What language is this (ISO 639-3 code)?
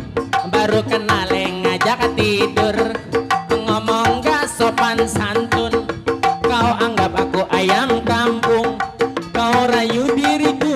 bew